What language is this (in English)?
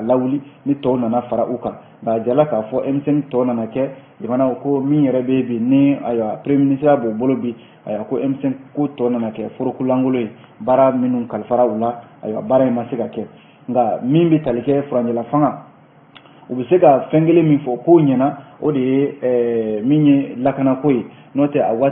Bambara